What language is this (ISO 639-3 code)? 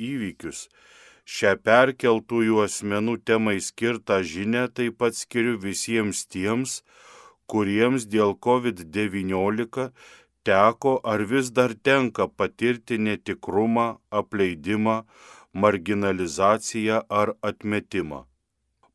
lit